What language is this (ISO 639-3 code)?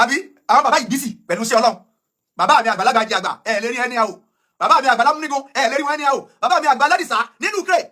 yor